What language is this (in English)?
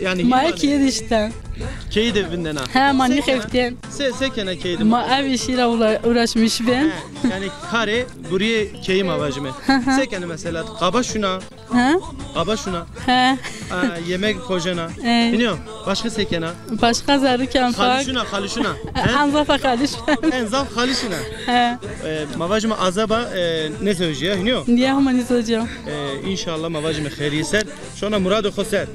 Zaza